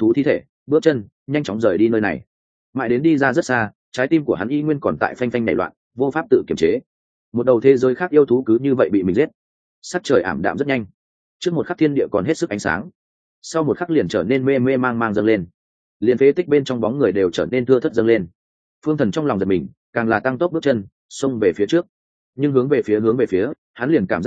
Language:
Vietnamese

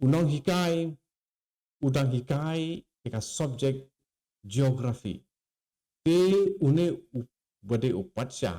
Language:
Khasi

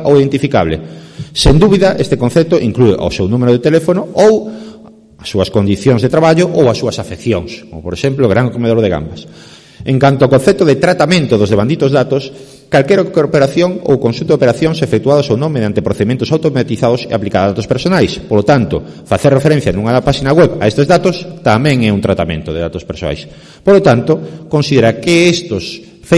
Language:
Galician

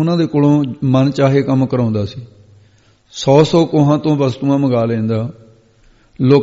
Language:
Punjabi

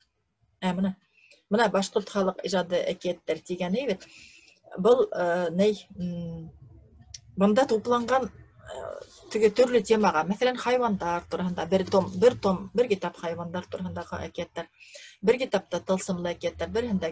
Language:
Bashkir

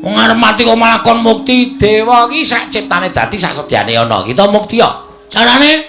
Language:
Javanese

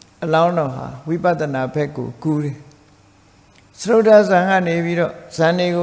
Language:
Burmese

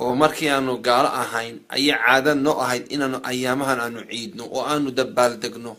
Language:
Somali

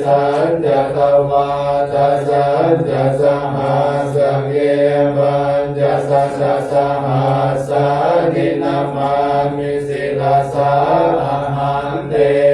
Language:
Pali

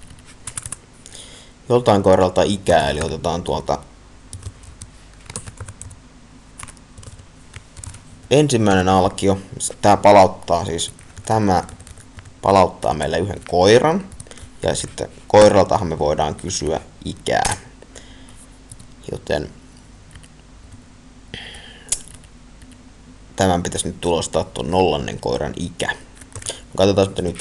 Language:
Finnish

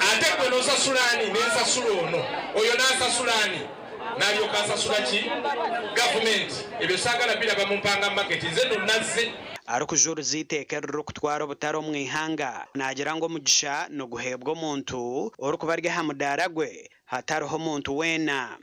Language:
Nyankole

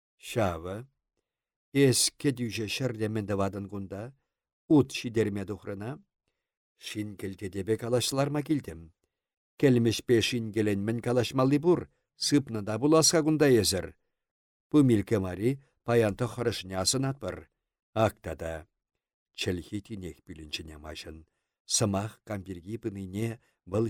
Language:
Chuvash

